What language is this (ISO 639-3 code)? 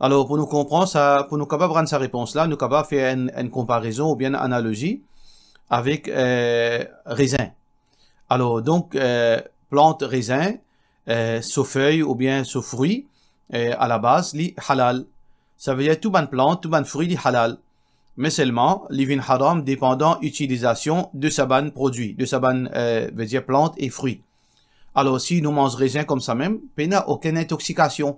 mfe